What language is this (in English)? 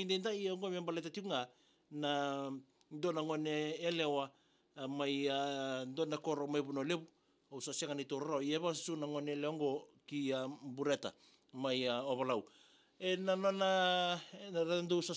Fijian